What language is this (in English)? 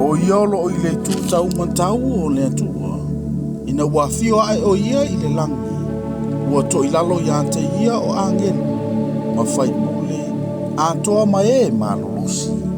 Samoan